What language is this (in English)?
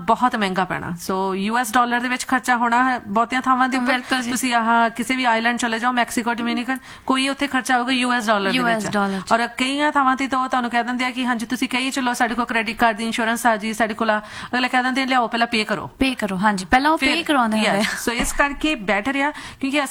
Punjabi